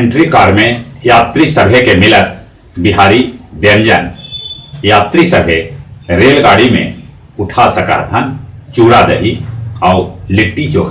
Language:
Magahi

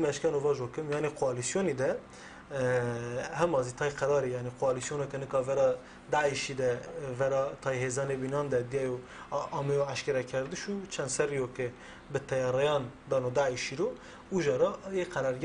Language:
Kurdish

